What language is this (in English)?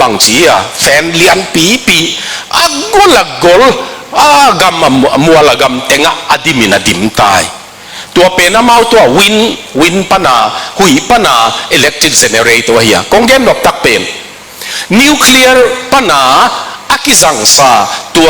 Tedim Chin